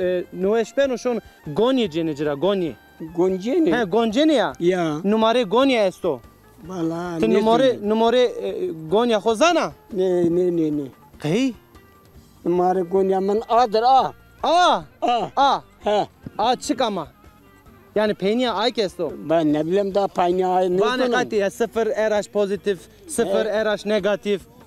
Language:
Zaza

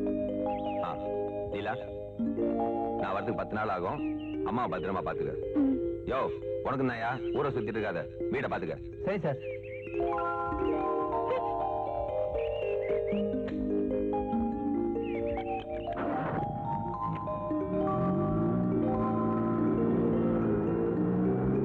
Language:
Tamil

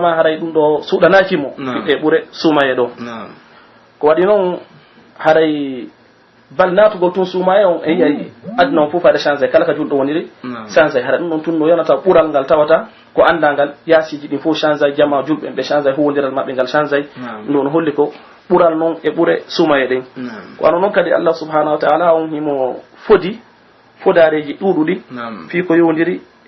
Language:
Pular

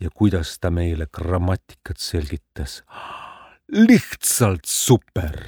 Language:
Estonian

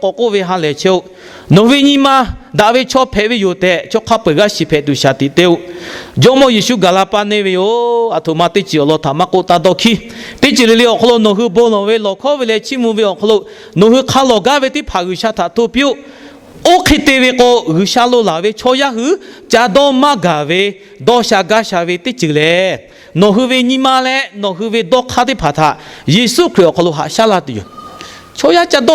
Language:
Lahu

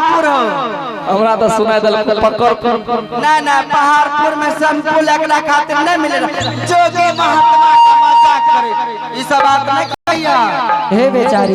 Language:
Angika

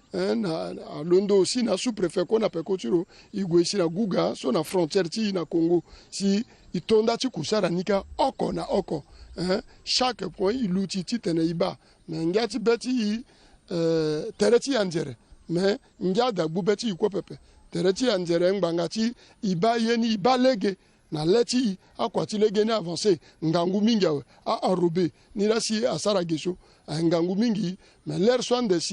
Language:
Sango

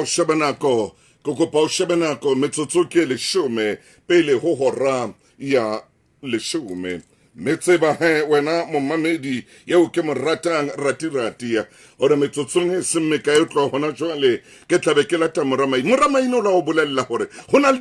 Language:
Southern Sotho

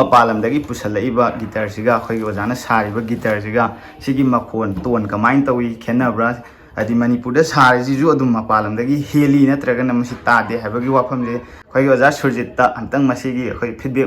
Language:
Manipuri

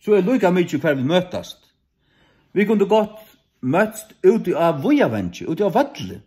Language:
Faroese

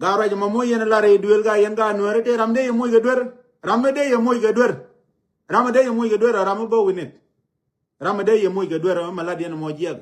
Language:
Nuer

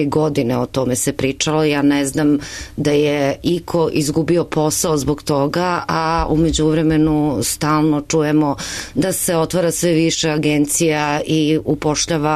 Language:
Serbian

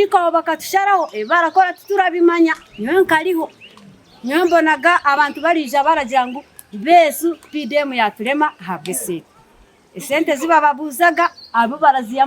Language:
Nyankole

